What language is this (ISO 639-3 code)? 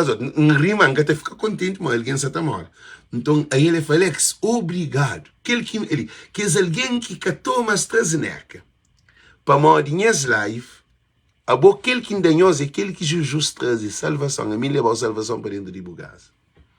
kea